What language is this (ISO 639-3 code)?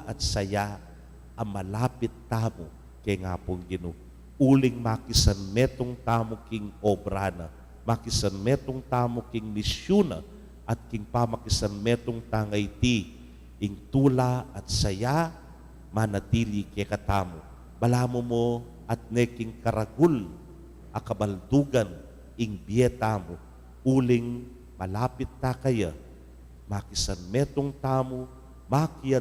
pam